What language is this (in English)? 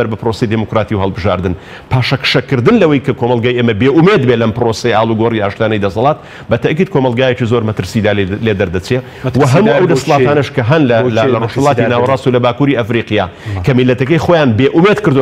Central Kurdish